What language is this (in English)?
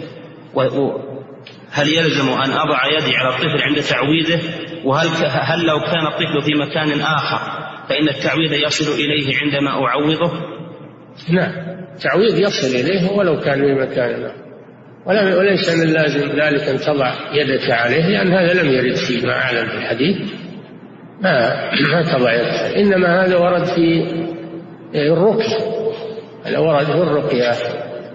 Arabic